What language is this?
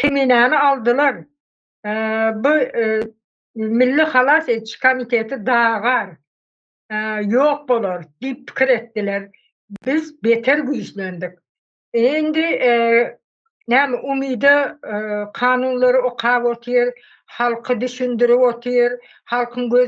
Turkmen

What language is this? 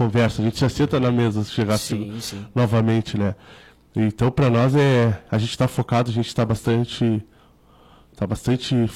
Portuguese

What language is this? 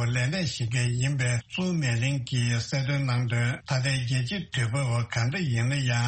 Tibetan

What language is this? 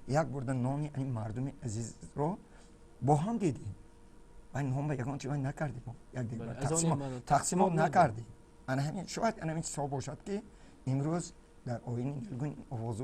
Tajik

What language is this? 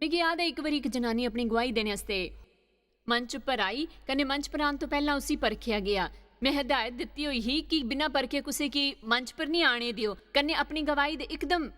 Dogri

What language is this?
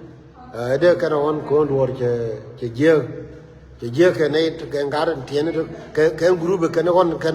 Nuer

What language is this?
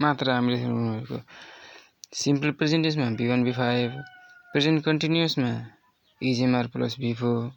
Nepali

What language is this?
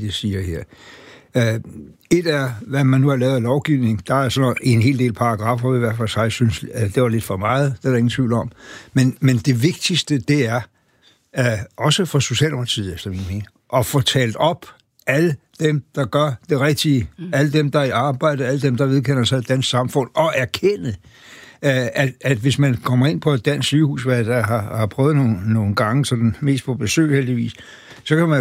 Danish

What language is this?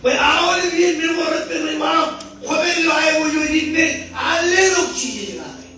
Marshallese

